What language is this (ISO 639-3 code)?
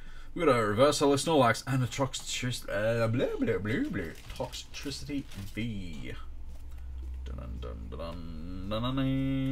eng